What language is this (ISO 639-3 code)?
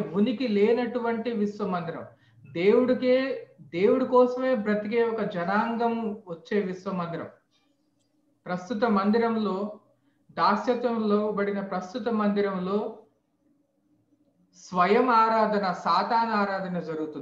tel